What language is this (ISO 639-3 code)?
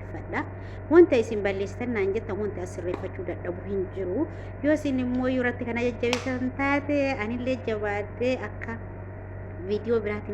orm